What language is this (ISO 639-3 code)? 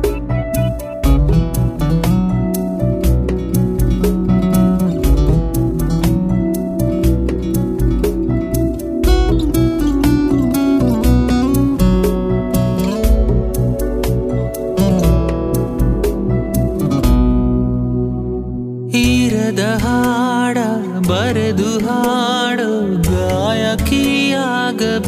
kan